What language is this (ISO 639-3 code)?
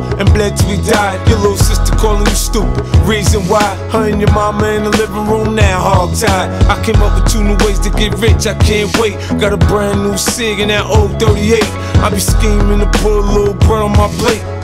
eng